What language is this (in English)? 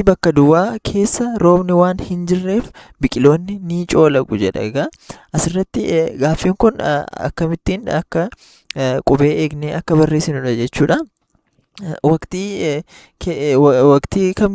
Oromo